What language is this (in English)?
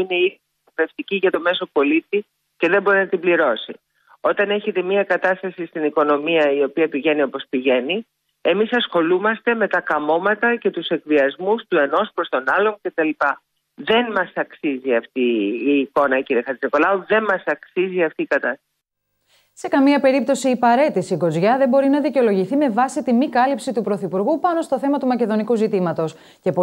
Greek